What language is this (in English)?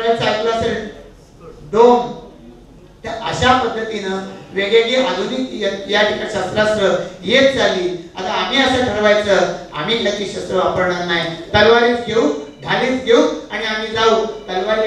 Marathi